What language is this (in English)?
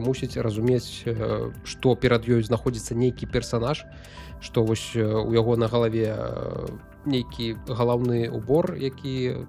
Belarusian